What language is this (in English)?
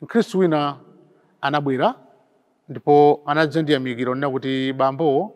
Nyanja